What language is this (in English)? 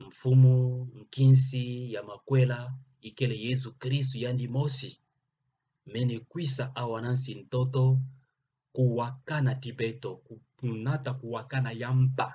Kituba (Democratic Republic of Congo)